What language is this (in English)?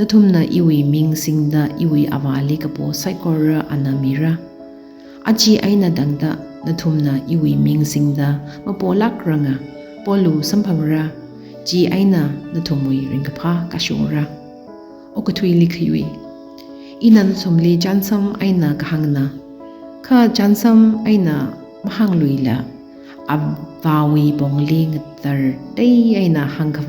Tangkhul Naga (India)